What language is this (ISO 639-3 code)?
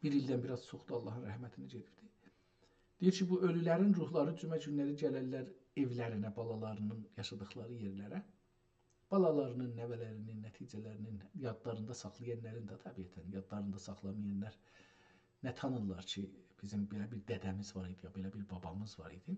azb